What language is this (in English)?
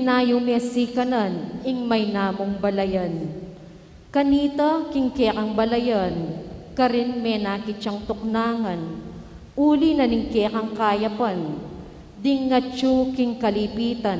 Pampanga